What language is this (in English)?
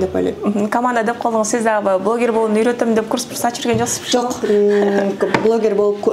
Kyrgyz